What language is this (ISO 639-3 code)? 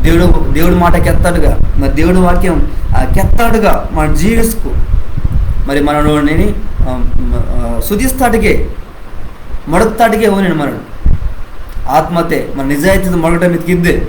kff